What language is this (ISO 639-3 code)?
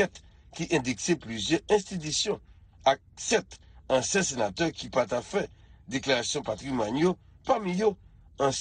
hat